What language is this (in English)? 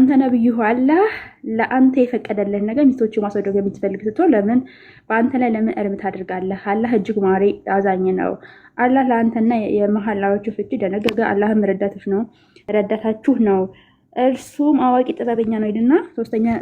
Amharic